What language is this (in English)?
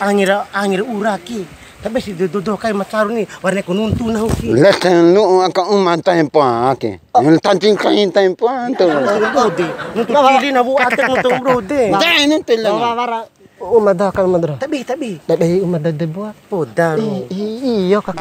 Bima